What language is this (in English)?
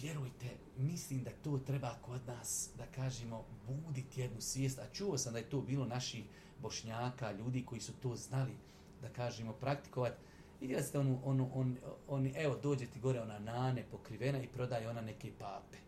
Bosnian